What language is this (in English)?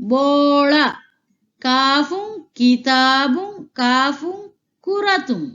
Divehi